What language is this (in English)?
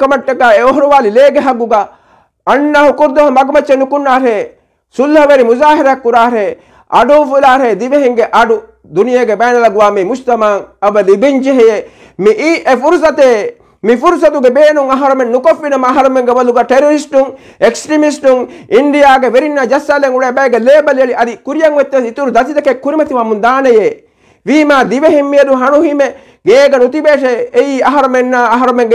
Divehi